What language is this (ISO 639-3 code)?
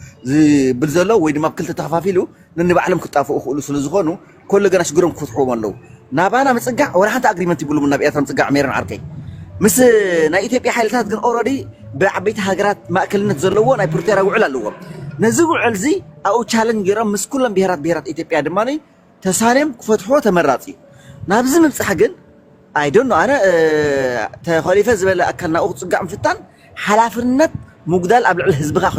tir